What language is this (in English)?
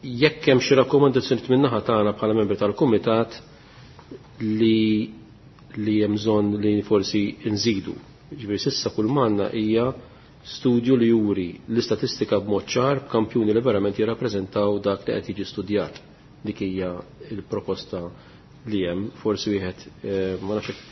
Maltese